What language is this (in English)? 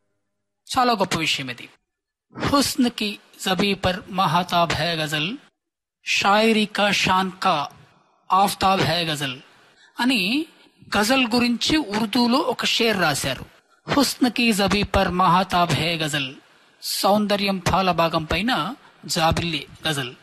Telugu